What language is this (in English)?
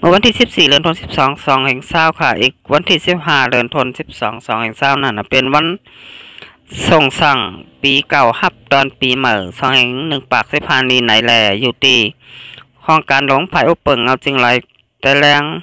Shan